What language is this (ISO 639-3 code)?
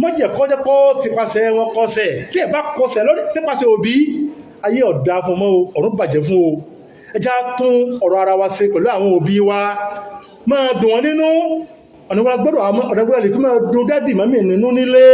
yor